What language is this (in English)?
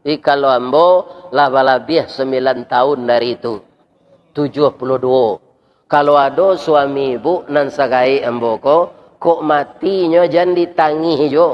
Minangkabau